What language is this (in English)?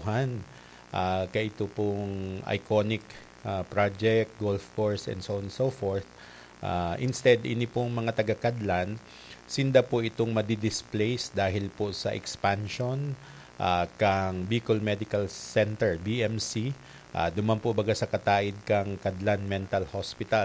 Bikol